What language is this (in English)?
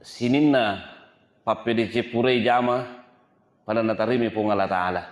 Buginese